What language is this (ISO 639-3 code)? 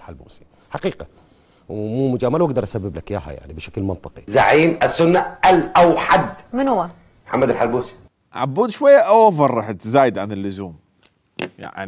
acm